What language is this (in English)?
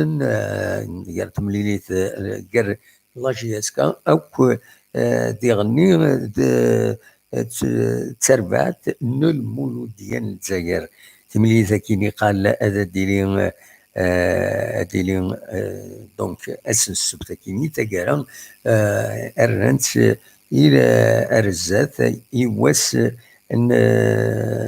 Kabyle